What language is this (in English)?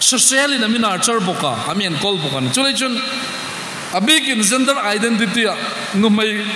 Hmar